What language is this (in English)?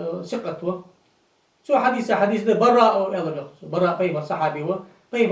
Ingush